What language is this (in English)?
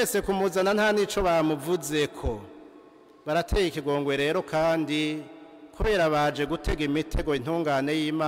Rundi